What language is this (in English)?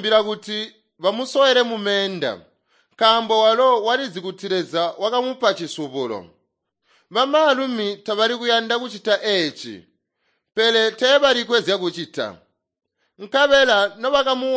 Tonga (Zambia)